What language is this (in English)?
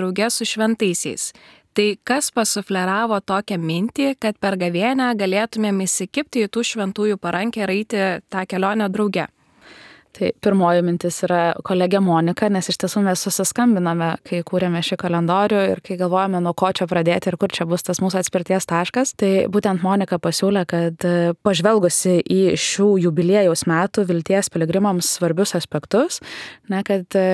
Lithuanian